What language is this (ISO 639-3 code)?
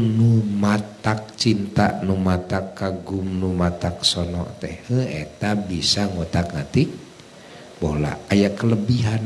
sun